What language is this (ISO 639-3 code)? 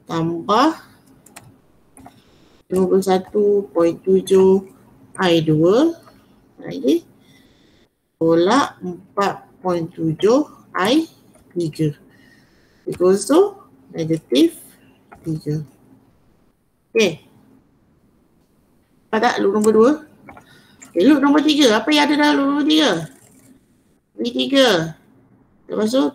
msa